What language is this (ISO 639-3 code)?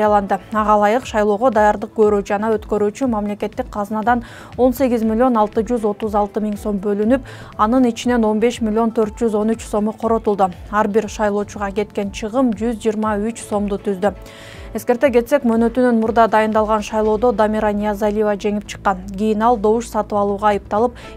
kir